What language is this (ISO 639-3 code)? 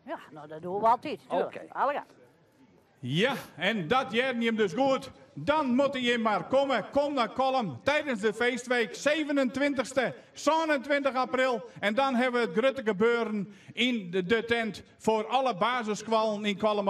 fry